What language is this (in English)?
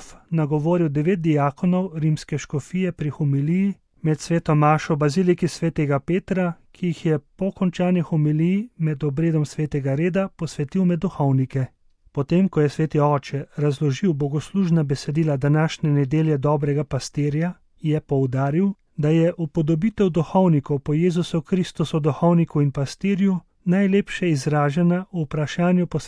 Slovenian